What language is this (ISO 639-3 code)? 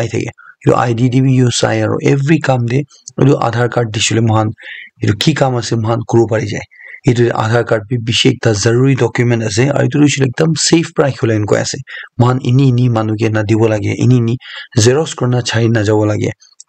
nag